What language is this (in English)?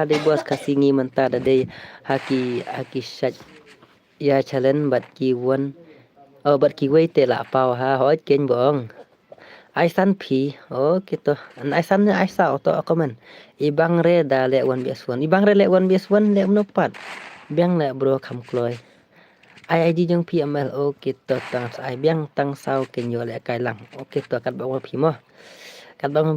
Khasi